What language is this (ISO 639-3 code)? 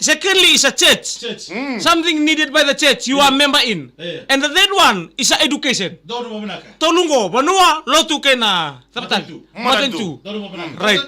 fij